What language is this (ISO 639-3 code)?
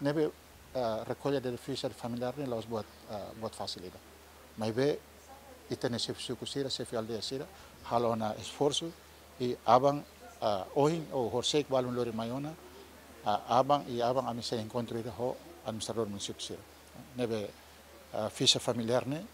tet